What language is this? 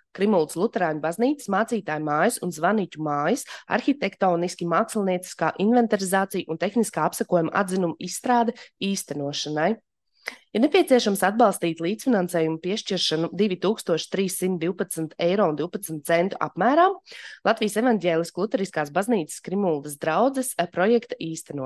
Latvian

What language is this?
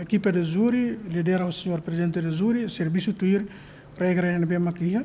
Tetum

